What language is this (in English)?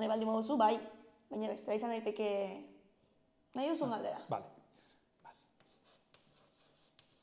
Basque